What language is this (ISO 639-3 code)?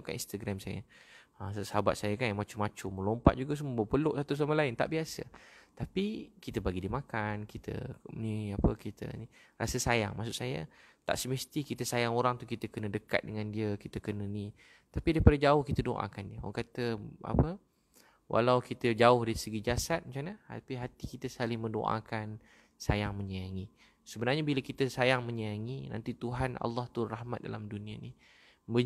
msa